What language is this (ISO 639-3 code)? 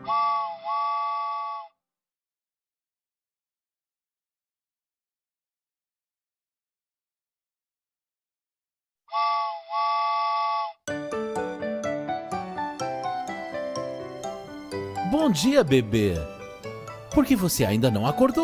por